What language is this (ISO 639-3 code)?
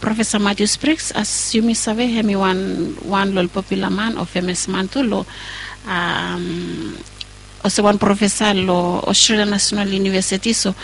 bis